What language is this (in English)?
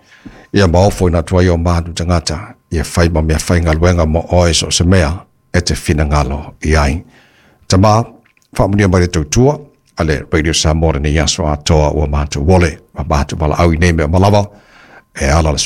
Samoan